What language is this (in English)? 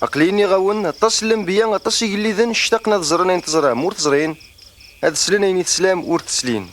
Kabyle